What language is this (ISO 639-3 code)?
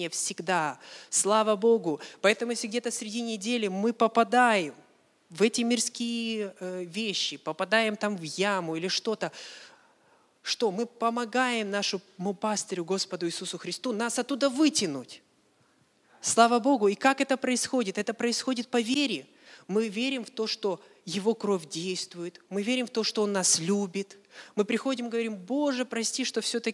rus